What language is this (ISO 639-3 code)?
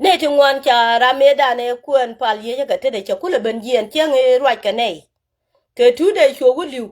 nus